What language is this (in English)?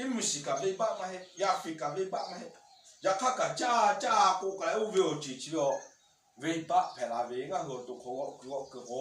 Lahu